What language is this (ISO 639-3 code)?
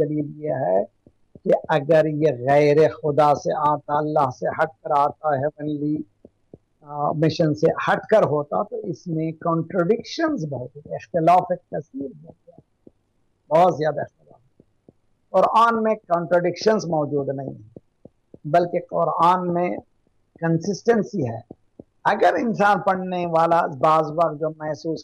urd